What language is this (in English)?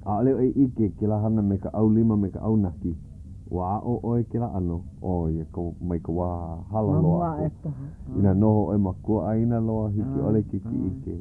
Hawaiian